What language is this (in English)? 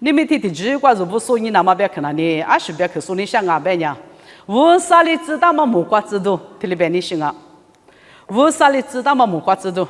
Lisu